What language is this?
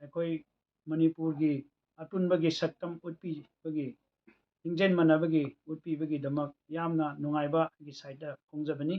Manipuri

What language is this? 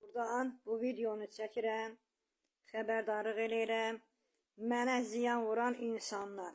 Azerbaijani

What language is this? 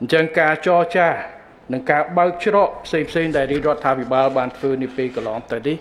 Khmer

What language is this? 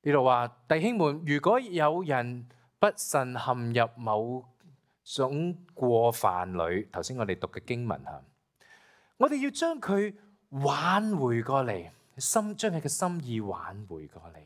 Cantonese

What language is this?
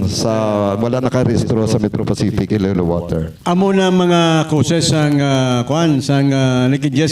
Hiligaynon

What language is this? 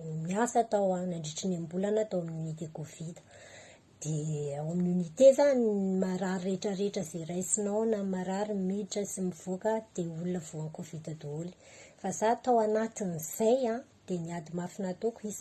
Malagasy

